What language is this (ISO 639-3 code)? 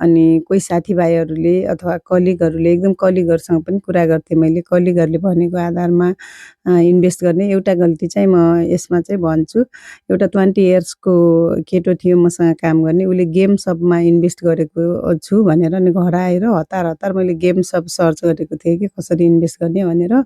nep